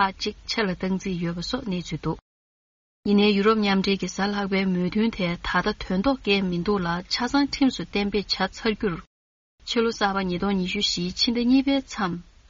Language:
Tibetan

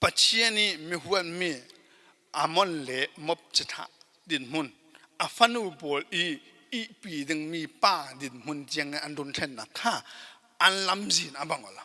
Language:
Falam Chin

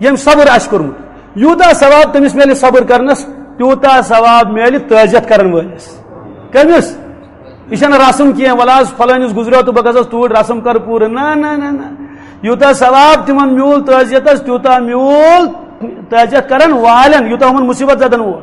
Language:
Kashmiri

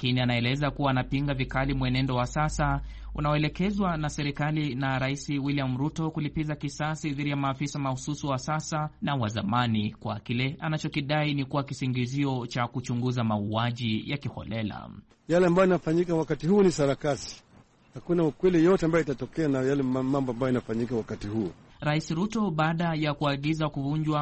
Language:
Swahili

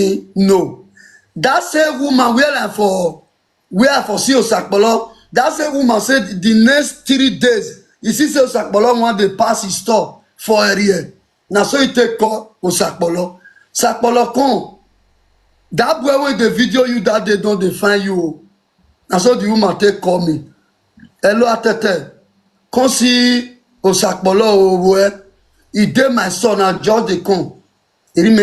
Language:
Nigerian Pidgin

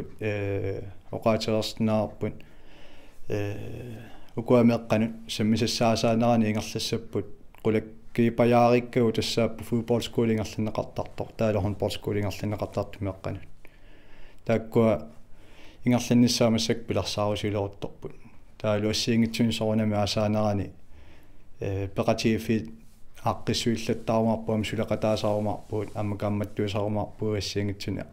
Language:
Kalaallisut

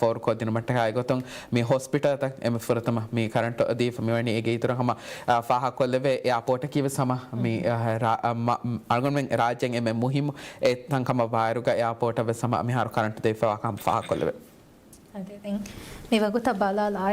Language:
Divehi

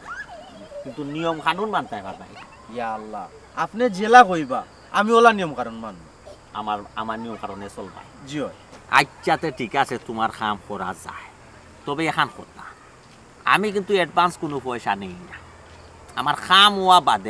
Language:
Sylheti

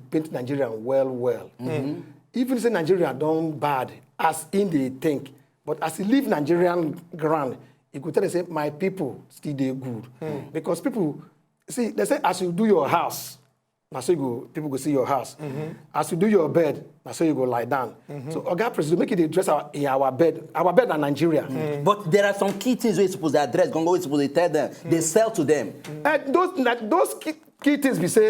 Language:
Nigerian Pidgin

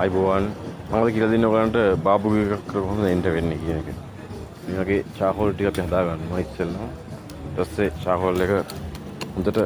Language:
Sinhala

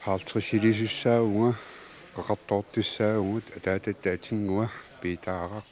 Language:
Kalaallisut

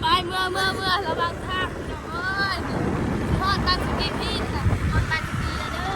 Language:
Northeastern Thai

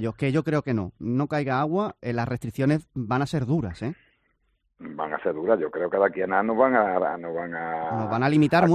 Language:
Spanish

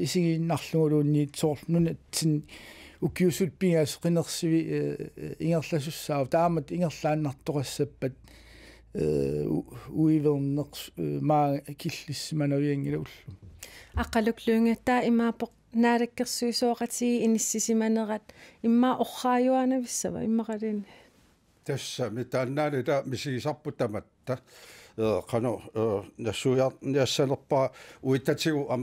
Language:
Kalaallisut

